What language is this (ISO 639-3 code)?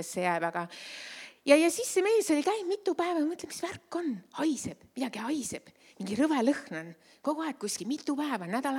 est